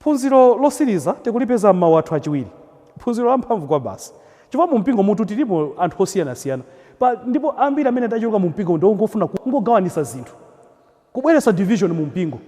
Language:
Nyanja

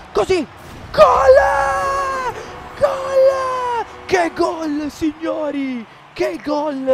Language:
Italian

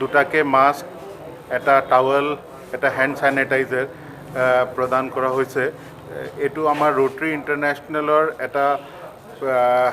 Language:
Assamese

